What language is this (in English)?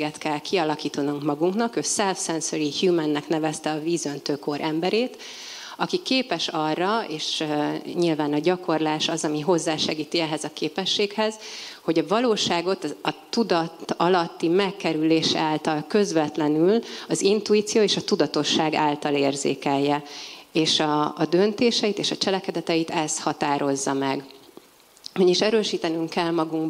Hungarian